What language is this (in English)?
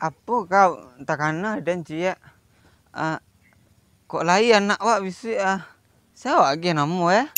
Minangkabau